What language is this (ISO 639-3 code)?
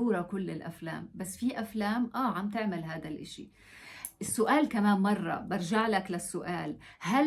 apc